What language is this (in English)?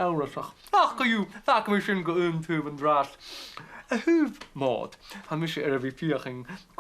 Scottish Gaelic